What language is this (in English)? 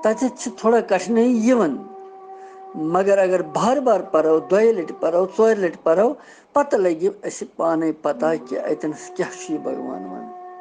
Kashmiri